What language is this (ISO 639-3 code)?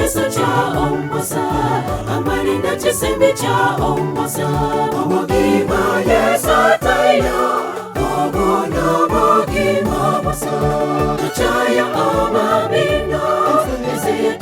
guz